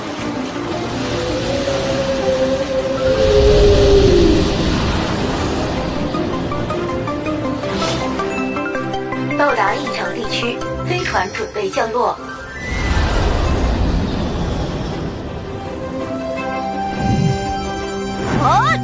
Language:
Chinese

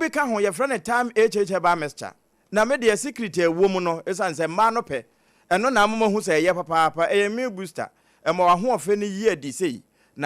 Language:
Akan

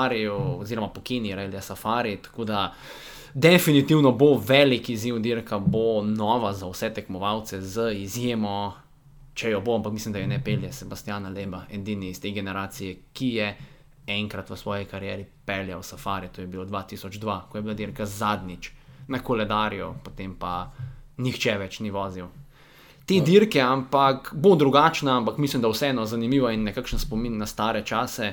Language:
Slovenian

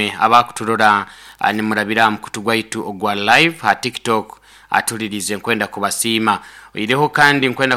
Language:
Nyoro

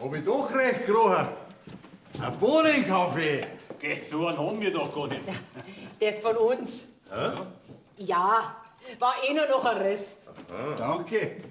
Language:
Bavarian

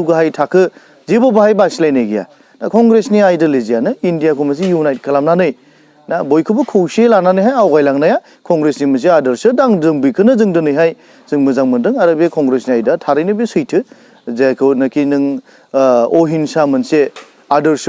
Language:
Bodo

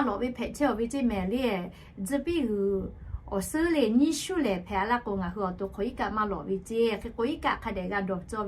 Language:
Lahu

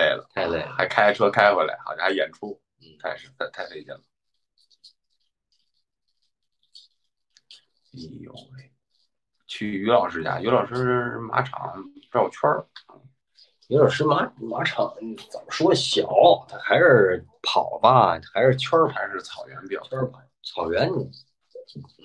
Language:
Chinese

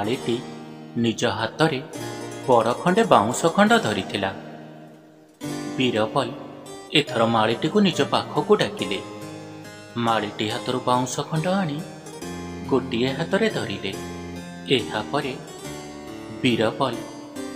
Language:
Odia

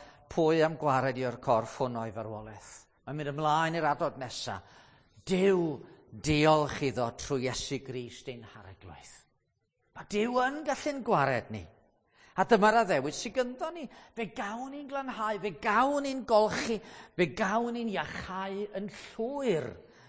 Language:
Welsh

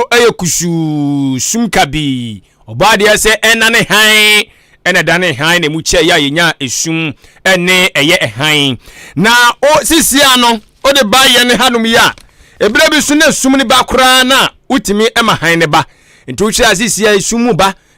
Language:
Akan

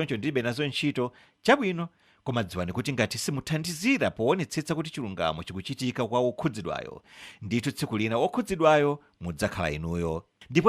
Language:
Nyanja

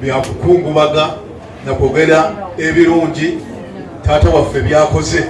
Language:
Ganda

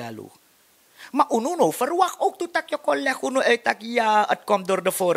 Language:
Sranan Tongo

